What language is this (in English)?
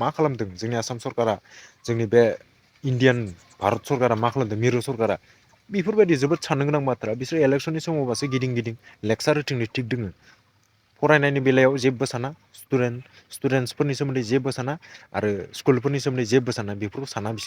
Bodo